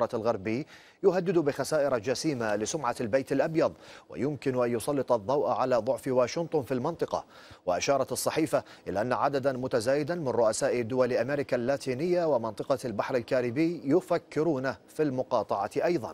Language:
Arabic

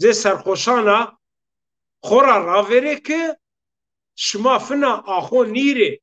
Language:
Zaza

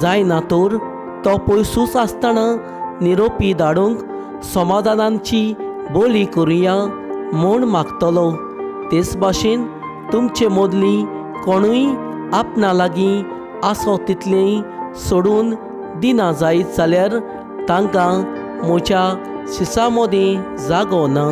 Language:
Konkani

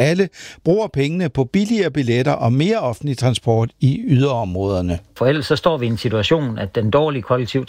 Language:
Danish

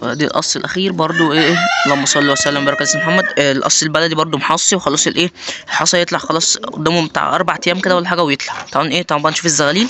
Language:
Egyptian Arabic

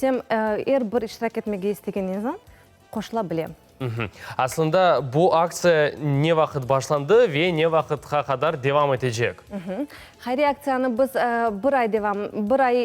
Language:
Crimean Tatar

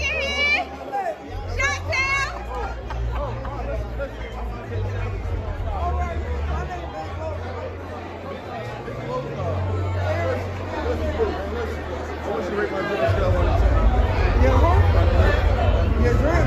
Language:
English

